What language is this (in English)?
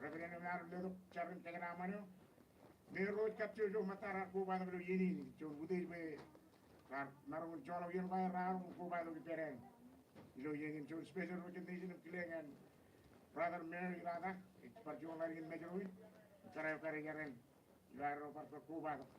Marshallese